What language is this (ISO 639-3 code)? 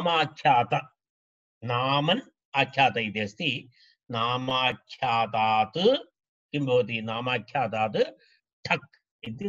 san